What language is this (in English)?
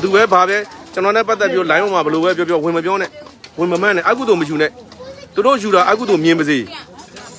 Burmese